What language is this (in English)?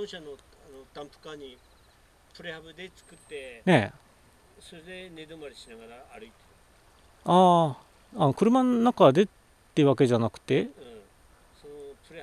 Japanese